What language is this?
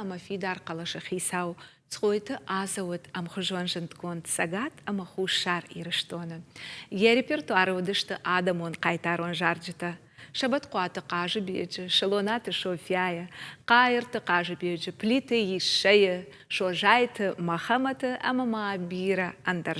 Ossetic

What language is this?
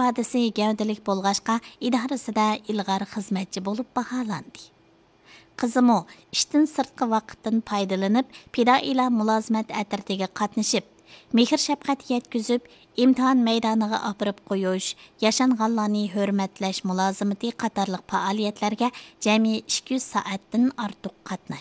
Uyghur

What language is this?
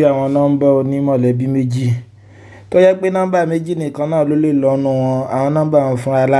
Yoruba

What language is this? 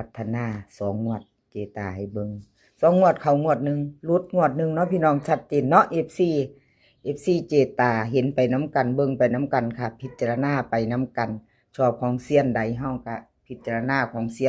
Northeastern Thai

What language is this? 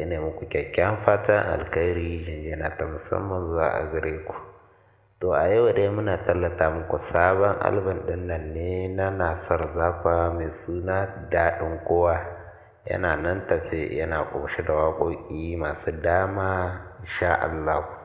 Hausa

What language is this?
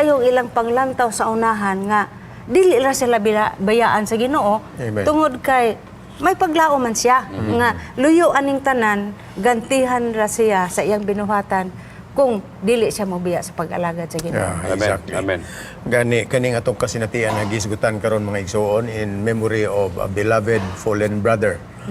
Cebuano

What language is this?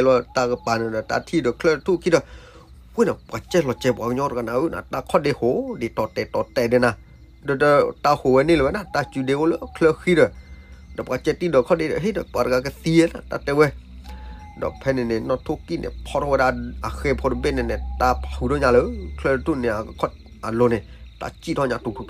S'gaw Karen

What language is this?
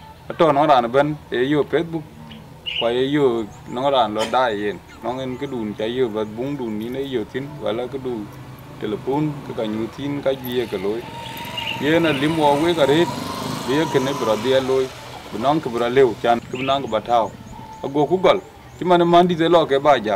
Dinka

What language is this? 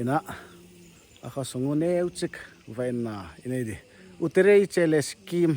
Paite Chin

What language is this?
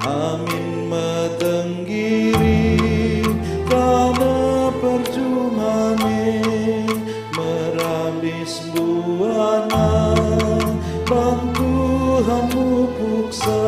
Batak Karo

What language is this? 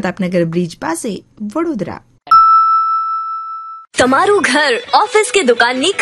Gujarati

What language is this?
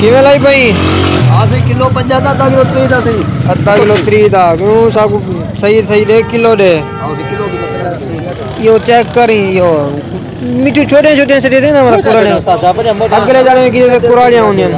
Saraiki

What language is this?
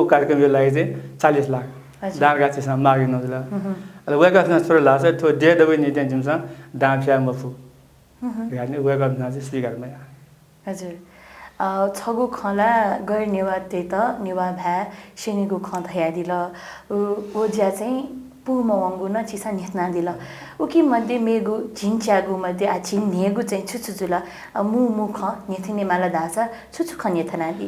Newari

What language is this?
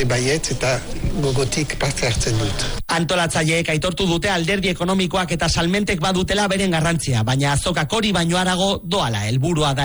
Basque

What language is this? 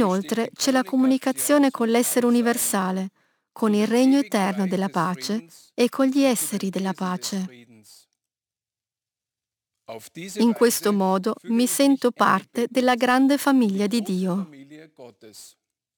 Italian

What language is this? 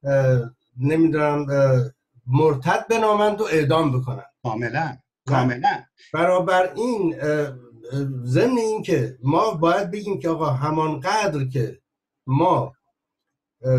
Persian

